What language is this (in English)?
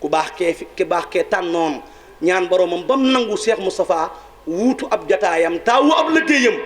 Wolof